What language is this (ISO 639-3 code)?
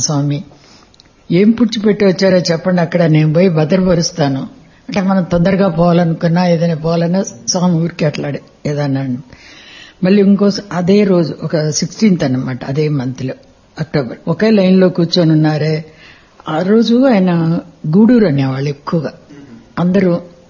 tel